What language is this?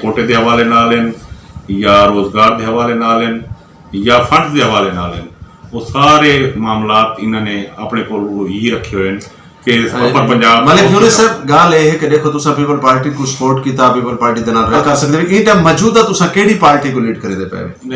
Saraiki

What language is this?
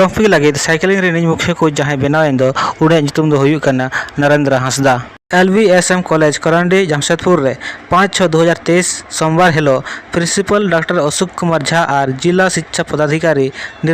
Santali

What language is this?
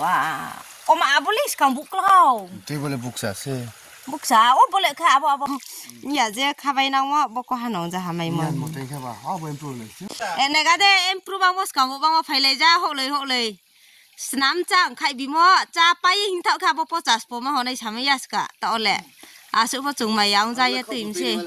Riang (India)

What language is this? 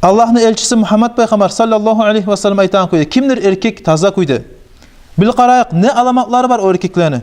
Kumyk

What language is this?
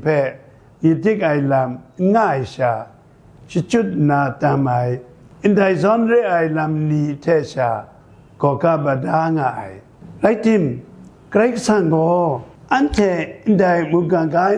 Kachin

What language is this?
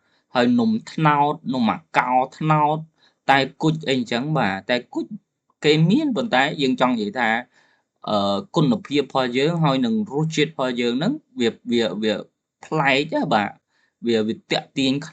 Khmer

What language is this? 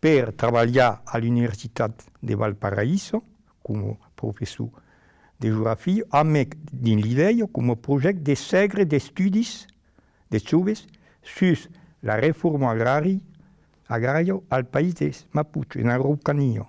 Occitan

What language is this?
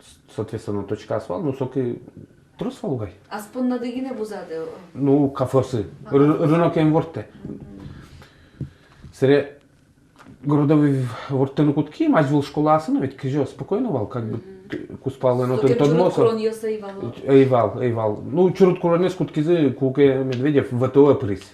Udmurt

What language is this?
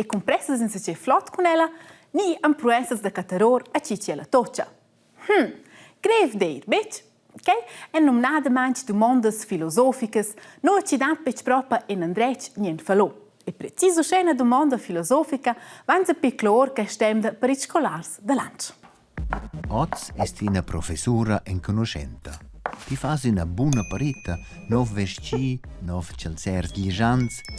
Romansh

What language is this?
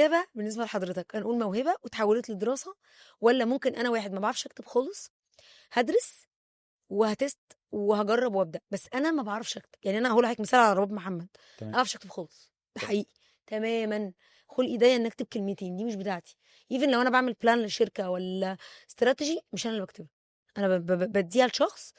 Egyptian Arabic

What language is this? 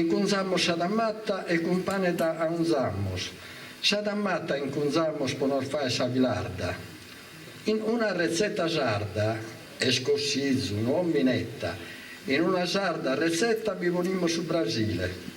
Sardinian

